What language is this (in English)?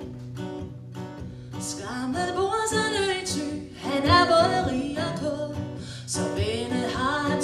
Danish